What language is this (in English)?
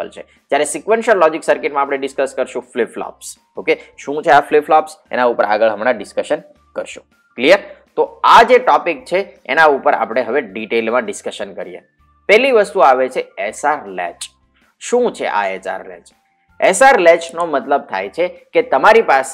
Gujarati